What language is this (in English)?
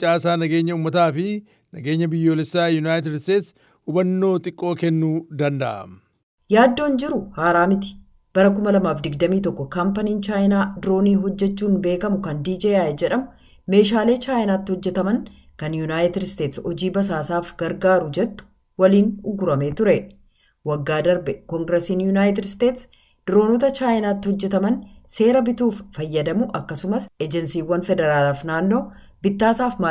Oromo